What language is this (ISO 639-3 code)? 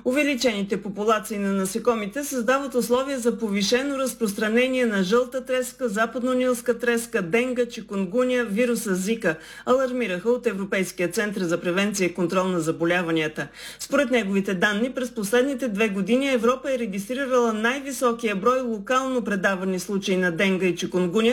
bul